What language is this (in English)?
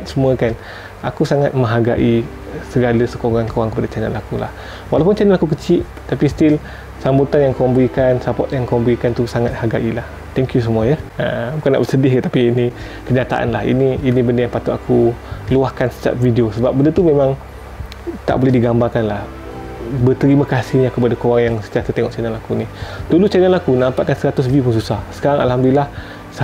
Malay